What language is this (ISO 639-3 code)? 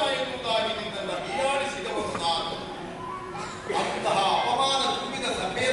kan